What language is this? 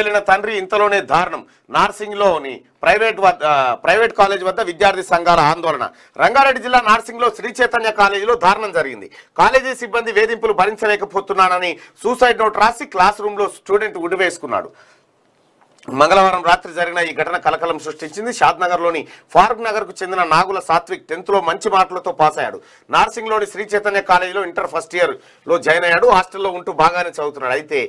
Telugu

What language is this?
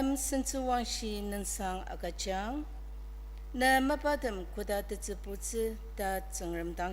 Ao Naga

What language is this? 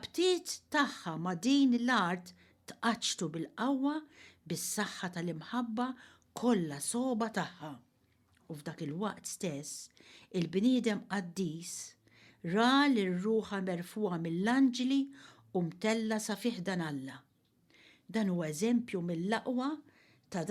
Maltese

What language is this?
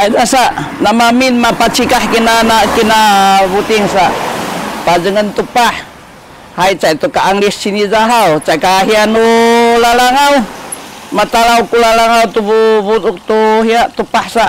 Sakizaya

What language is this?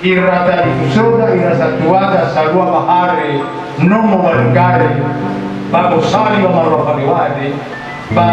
Nias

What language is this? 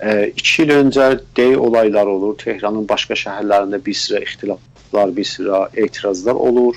South Azerbaijani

